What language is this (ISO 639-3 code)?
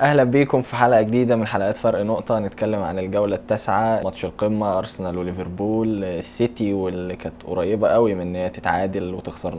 arz